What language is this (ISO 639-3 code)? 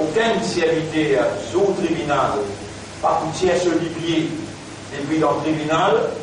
mfe